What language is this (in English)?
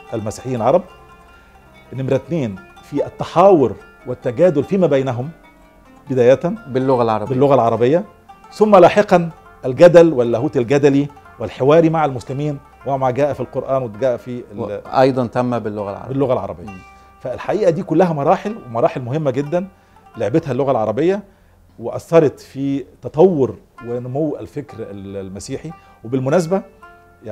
Egyptian Arabic